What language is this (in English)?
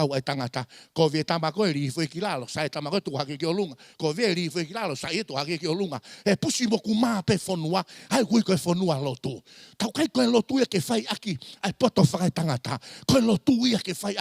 Tongan